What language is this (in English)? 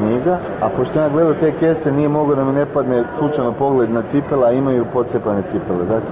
Serbian